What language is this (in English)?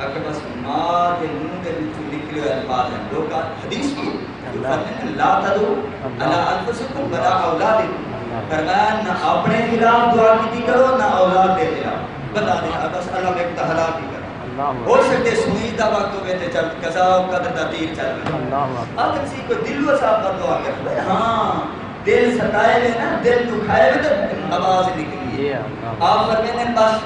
Saraiki